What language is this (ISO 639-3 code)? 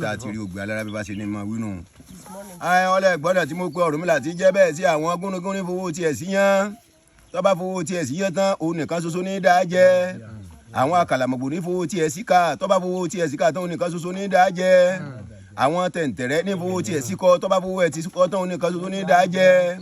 yor